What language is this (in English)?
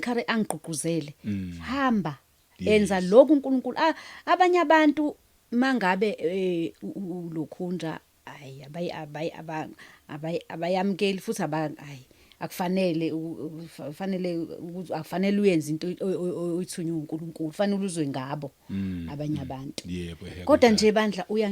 Zulu